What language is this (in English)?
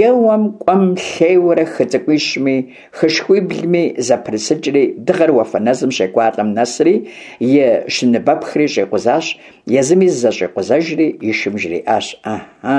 Kabardian